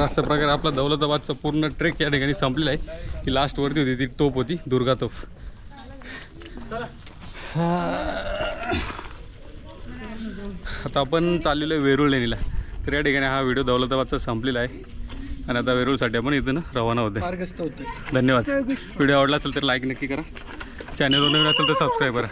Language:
Marathi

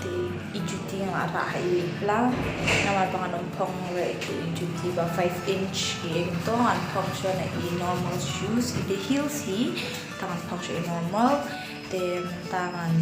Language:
Khasi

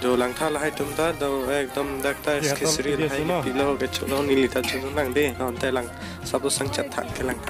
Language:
Karbi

